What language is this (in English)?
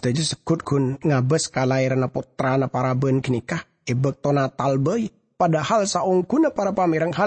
Madurese